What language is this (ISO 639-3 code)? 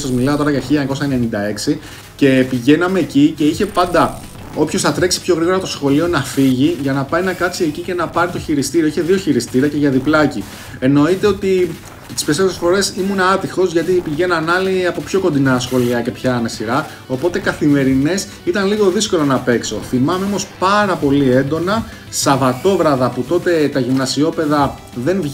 ell